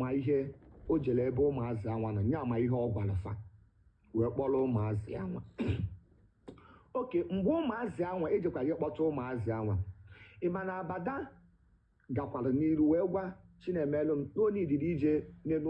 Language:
Igbo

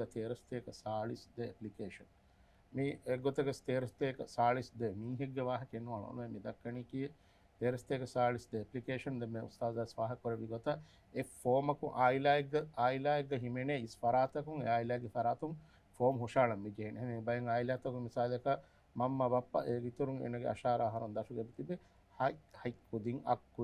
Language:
Divehi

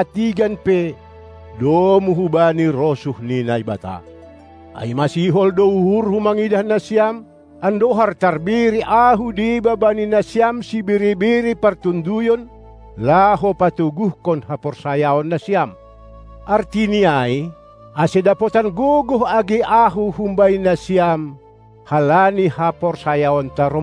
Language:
Batak Simalungun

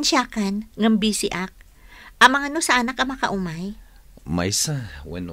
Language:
Iloko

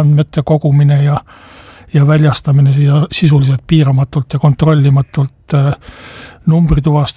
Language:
Estonian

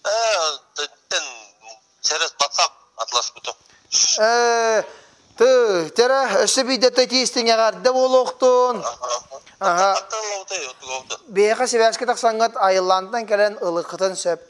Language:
Yakut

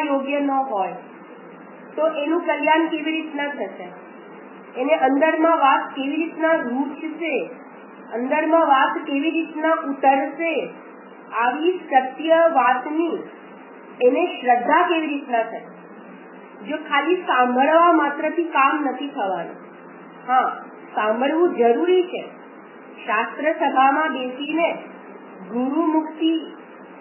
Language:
Gujarati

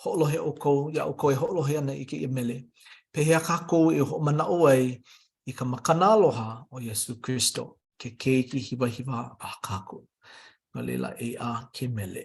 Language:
Hawaiian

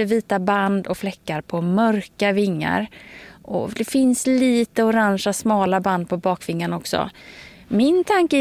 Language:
Swedish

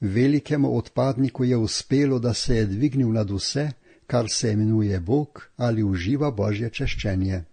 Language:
Slovenian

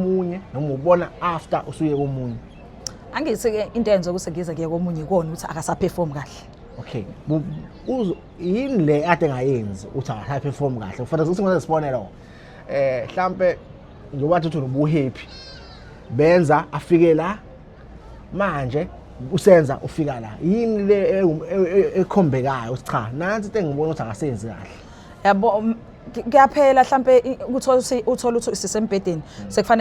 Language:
Zulu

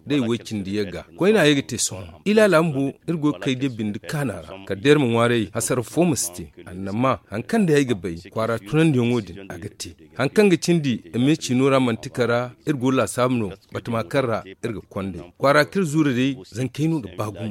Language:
Zarma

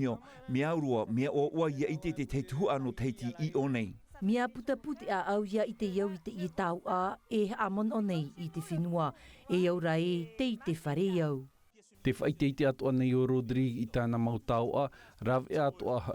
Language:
Tahitian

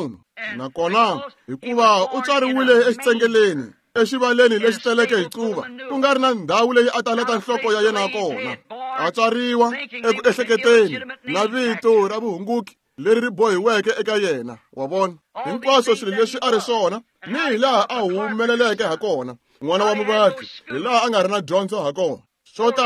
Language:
Tsonga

